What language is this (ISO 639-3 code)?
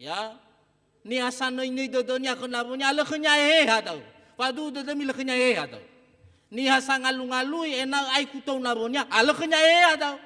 nia